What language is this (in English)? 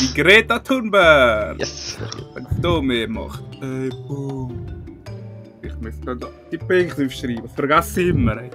Swiss German